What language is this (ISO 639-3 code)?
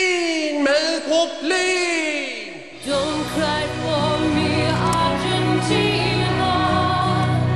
dan